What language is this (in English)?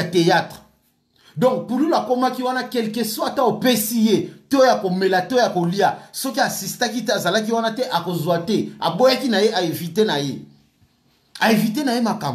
Lingala